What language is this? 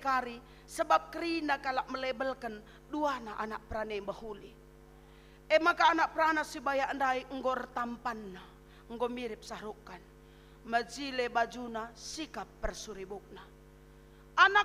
Batak Karo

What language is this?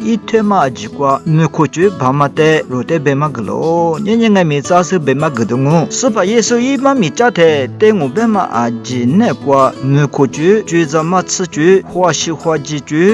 Lisu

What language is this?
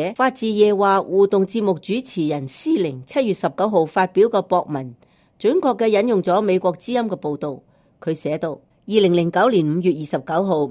Cantonese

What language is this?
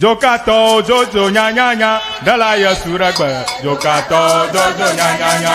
Ewe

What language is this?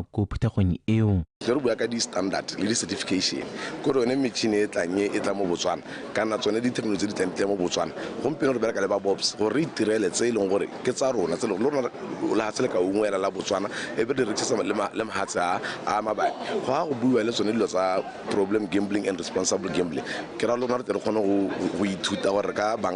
Tswana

